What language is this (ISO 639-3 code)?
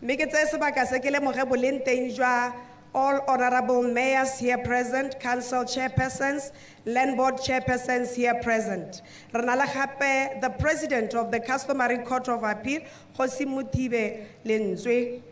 tsn